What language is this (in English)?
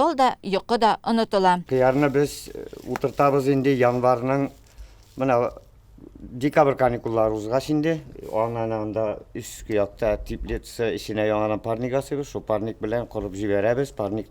Tatar